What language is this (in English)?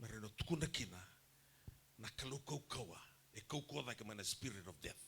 Fijian